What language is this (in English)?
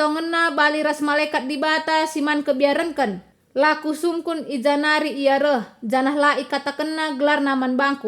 Batak Karo